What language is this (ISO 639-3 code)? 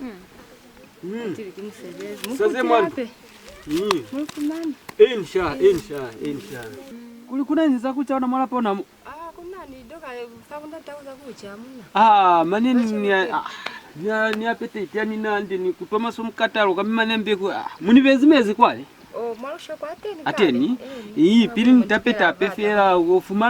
loz